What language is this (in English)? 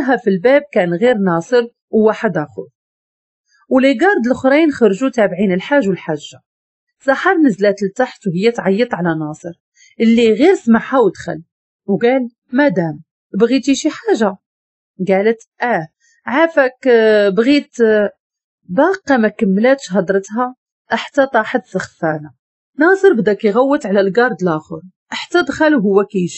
Moroccan Arabic